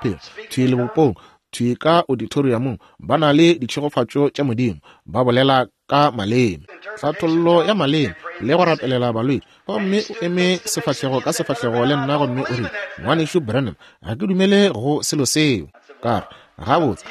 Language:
Northern Sotho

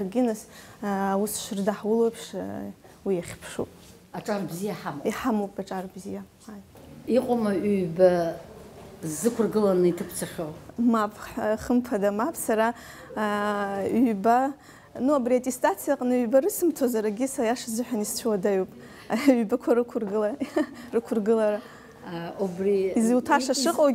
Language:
Abkhazian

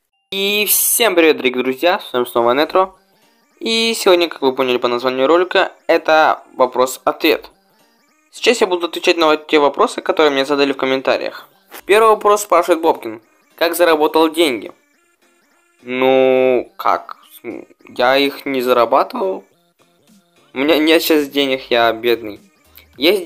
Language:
Russian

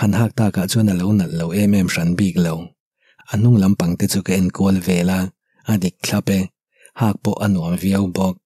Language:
Mizo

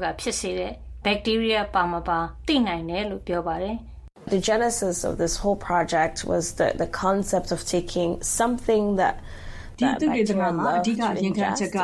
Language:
Burmese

